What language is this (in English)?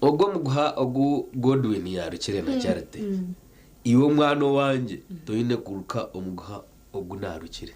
Nyankole